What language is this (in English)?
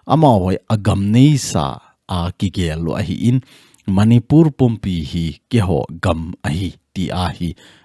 Thado Chin